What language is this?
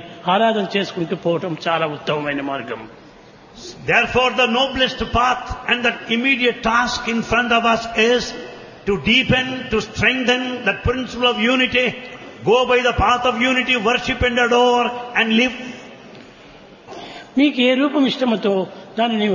Telugu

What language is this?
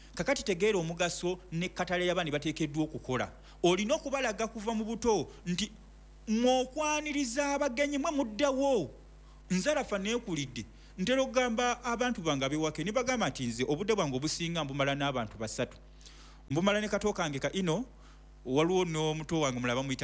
Ganda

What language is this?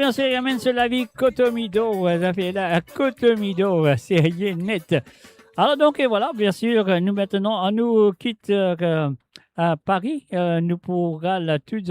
Morisyen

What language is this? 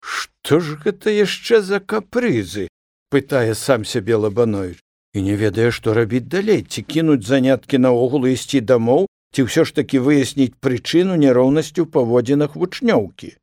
Belarusian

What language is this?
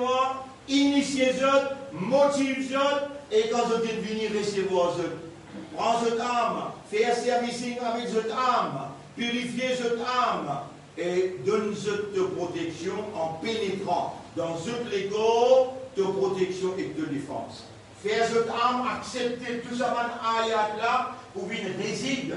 Morisyen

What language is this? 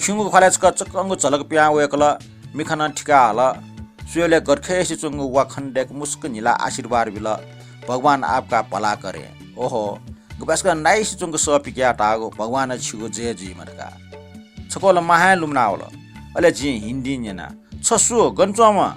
Newari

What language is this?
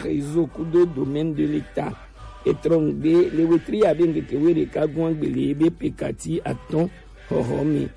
Gen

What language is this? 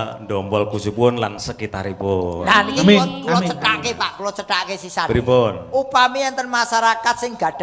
Javanese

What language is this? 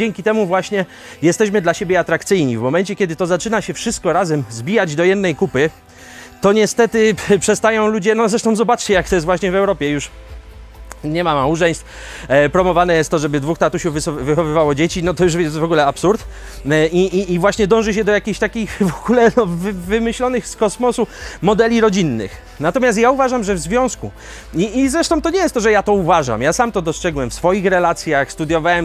Polish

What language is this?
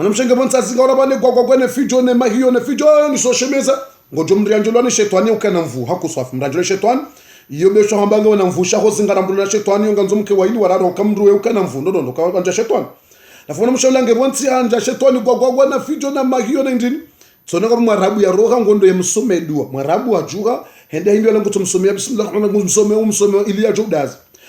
Ngazidja Comorian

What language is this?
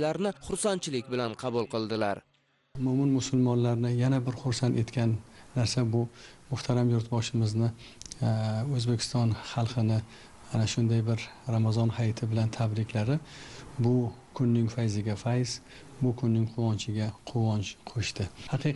Uzbek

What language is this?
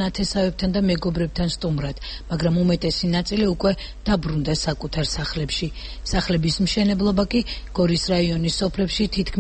Georgian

